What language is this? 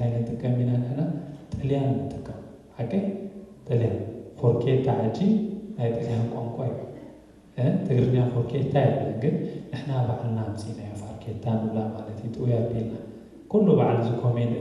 Tigrinya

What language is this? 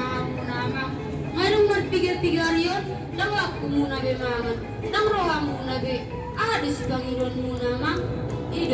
Batak Toba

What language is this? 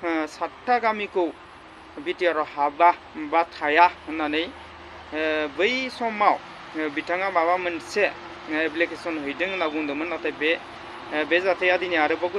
Bodo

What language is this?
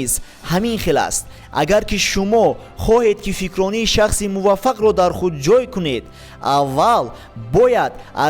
Tajik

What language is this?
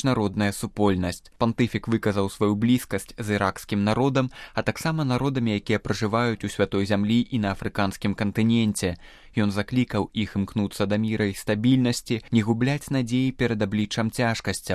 Belarusian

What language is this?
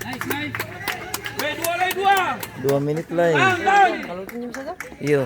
Ambonese Malay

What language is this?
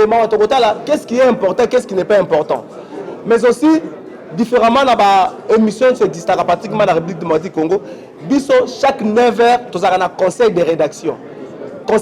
Lingala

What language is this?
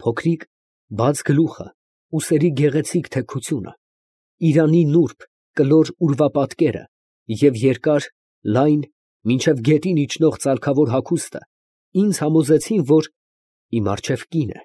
Armenian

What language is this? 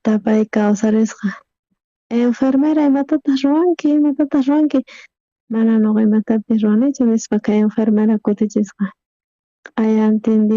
South Bolivian Quechua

